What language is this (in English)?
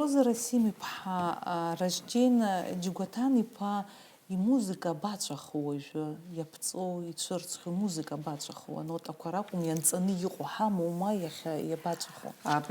Abkhazian